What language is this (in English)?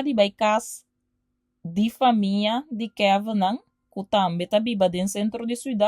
Papiamento